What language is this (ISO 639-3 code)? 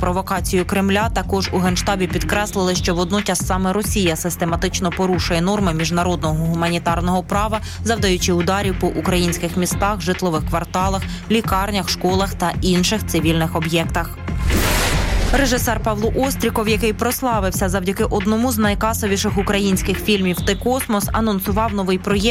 ukr